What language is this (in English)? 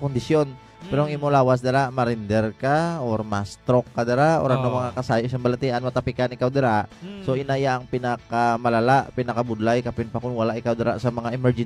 Hiligaynon